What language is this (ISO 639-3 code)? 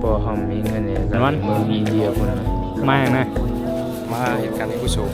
shn